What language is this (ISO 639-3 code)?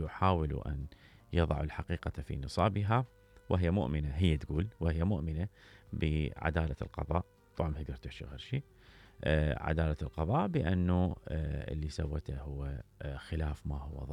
acm